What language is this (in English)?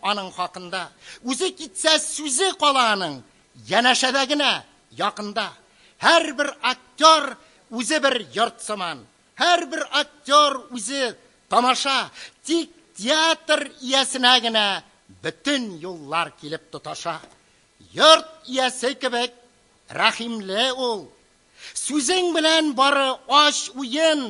Tatar